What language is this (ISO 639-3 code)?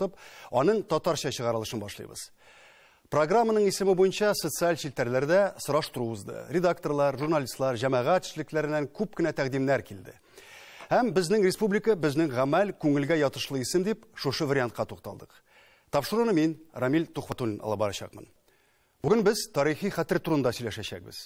tat